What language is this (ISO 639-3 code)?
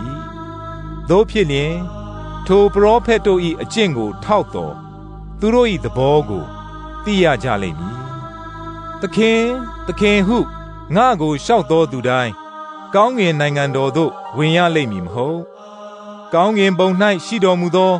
mya